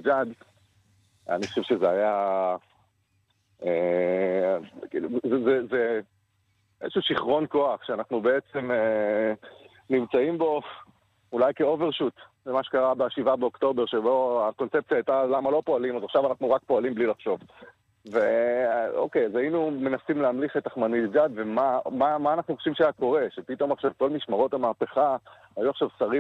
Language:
Hebrew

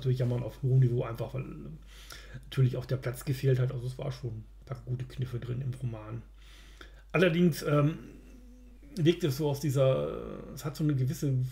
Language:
German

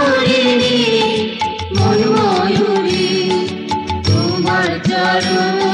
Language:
Bangla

